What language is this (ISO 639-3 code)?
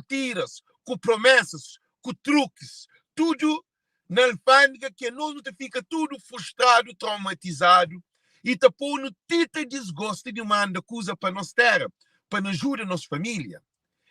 kea